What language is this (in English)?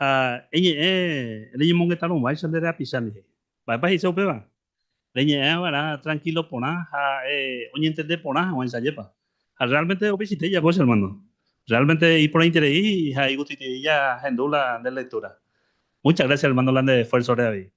Guarani